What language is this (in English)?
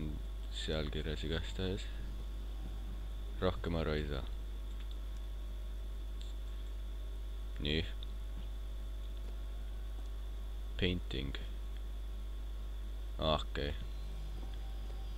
Estonian